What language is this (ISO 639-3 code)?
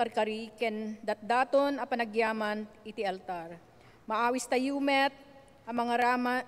ilo